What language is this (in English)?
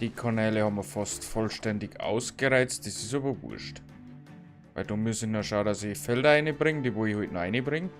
Bavarian